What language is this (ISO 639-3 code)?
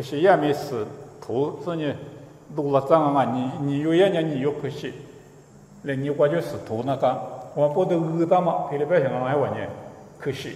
lis